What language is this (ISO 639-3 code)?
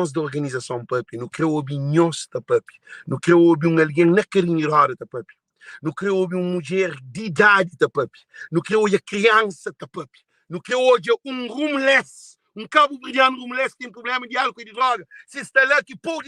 kea